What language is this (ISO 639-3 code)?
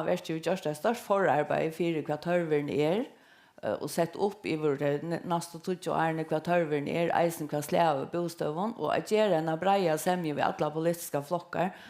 fao